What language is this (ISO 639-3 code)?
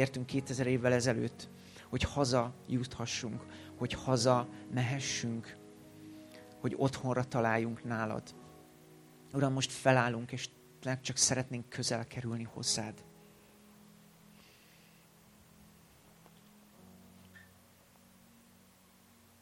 hun